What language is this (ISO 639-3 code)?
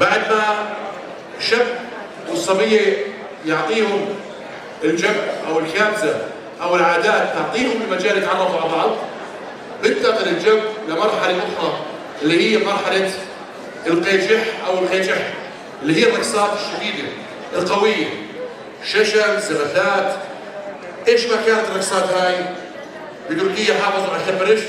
apc